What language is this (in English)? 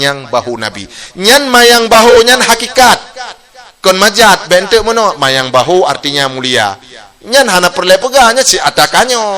Achinese